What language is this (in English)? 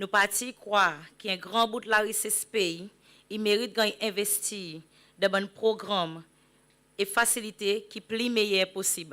Seselwa Creole French